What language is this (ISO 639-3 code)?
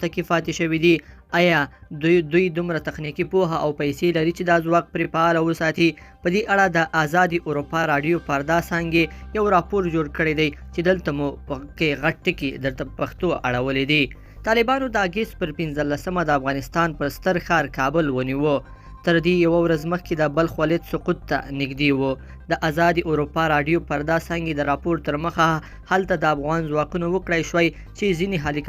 pus